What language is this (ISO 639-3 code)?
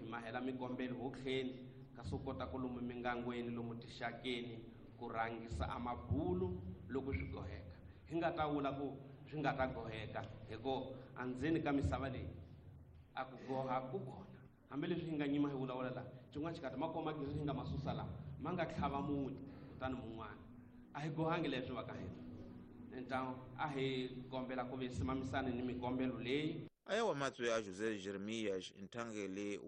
tso